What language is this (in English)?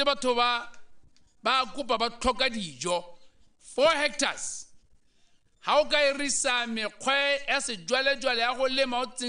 Tswana